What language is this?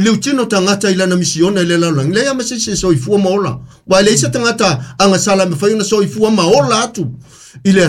Samoan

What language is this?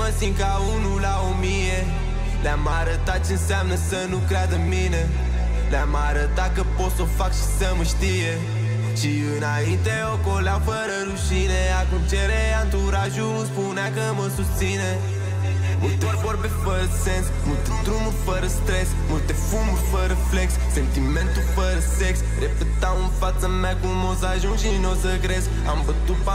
Romanian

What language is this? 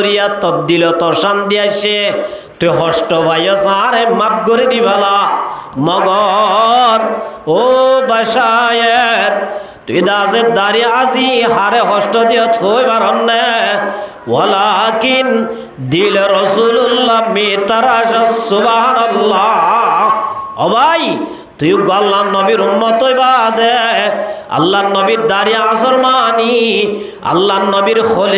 Rohingya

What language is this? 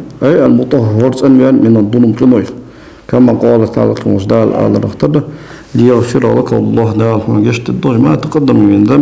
Ingush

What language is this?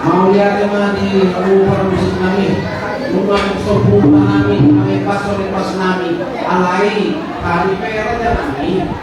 Batak Toba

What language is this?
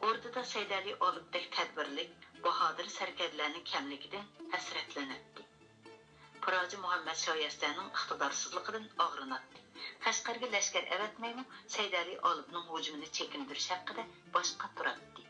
Uyghur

